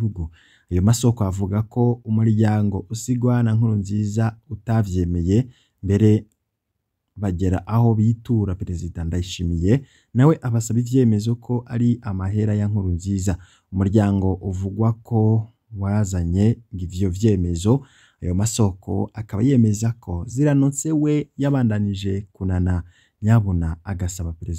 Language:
Rundi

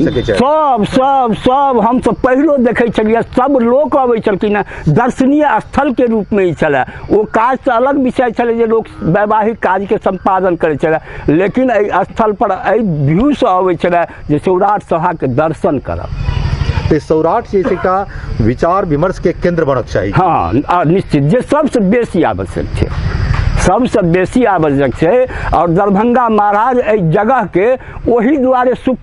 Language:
Maithili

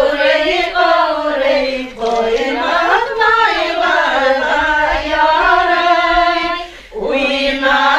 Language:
Bashkir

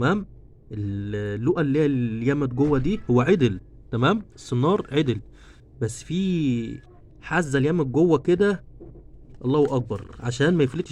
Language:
Egyptian Arabic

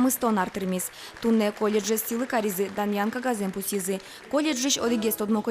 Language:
Udmurt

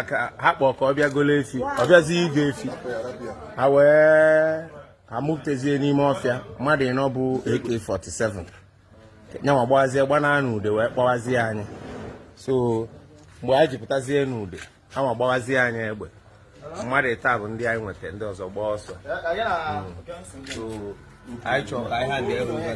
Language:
Igbo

